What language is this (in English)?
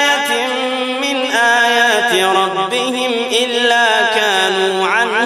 Arabic